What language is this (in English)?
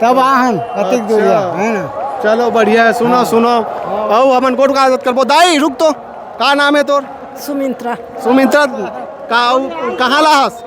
Chhattisgarhi